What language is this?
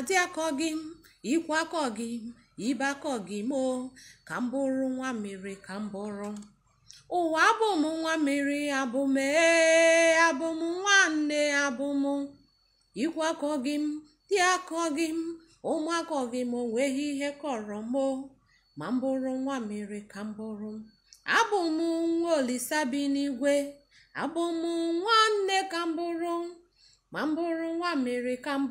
Igbo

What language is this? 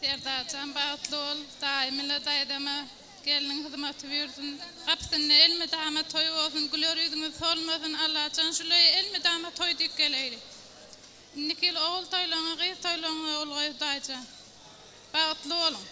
Turkmen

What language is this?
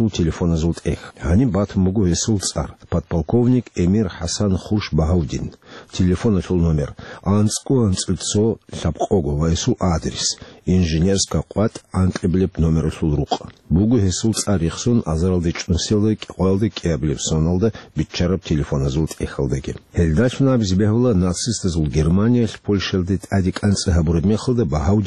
Avaric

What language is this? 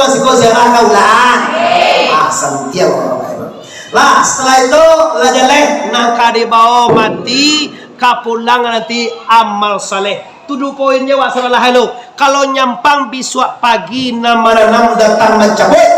Minangkabau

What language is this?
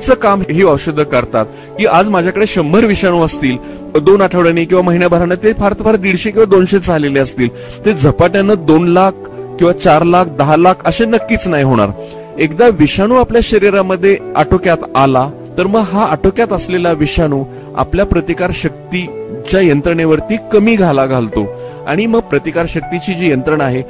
Marathi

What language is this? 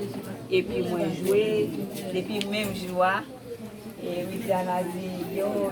Haitian Creole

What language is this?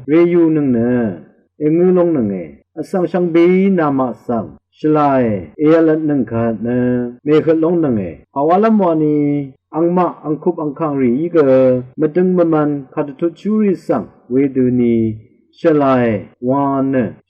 Rawang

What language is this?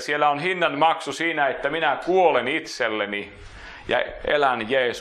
Finnish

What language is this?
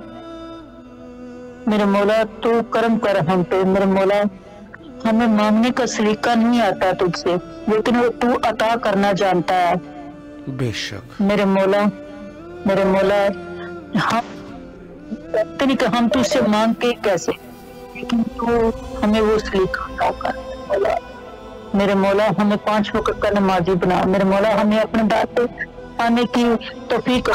Urdu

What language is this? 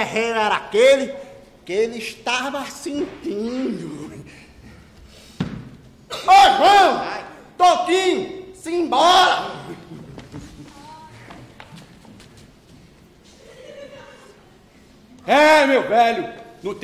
Portuguese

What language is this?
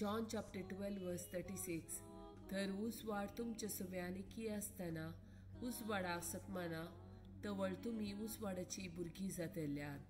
Konkani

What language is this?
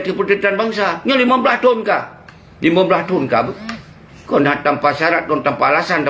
Achinese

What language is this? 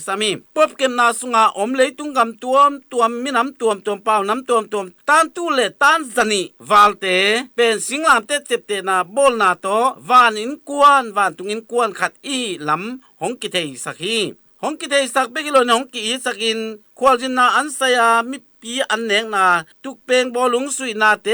Tedim Chin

